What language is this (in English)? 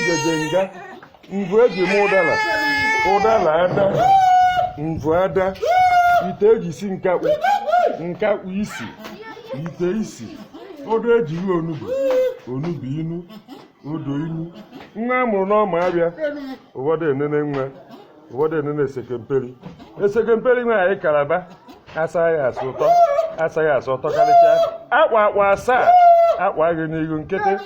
Igbo